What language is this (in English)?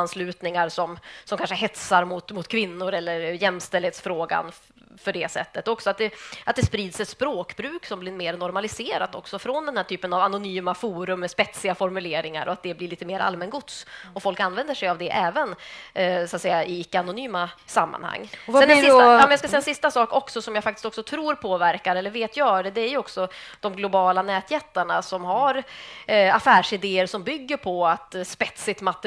Swedish